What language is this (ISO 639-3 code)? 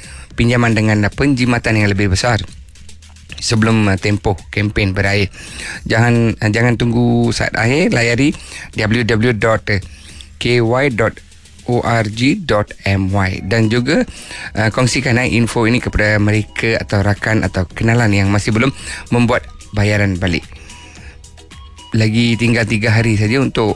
msa